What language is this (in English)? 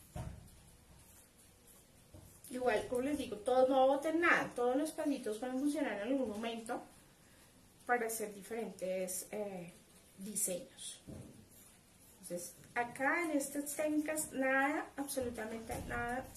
Spanish